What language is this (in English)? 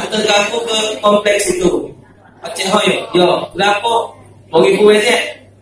Musi